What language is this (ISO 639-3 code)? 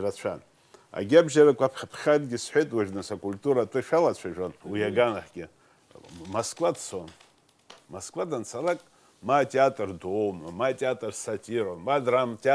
abk